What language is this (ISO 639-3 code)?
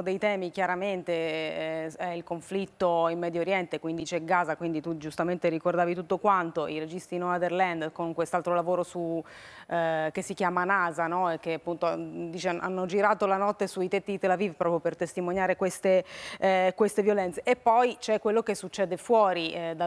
ita